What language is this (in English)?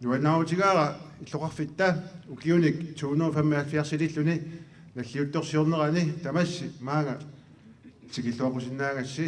Kalaallisut